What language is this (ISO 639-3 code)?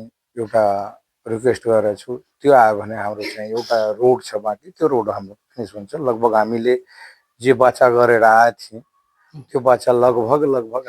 nep